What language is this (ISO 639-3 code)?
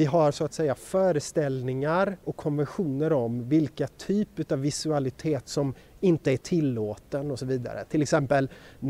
swe